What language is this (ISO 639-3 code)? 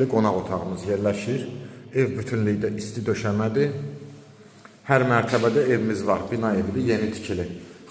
aze